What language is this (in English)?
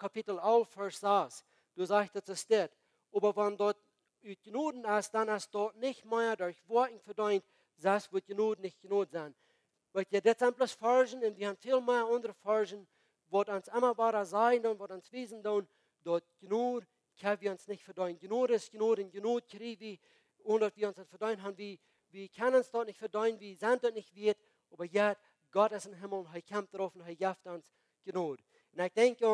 Plautdietsch